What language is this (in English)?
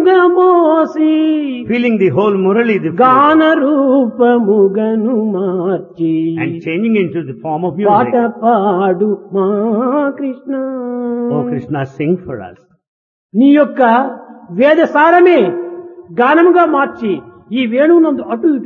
Telugu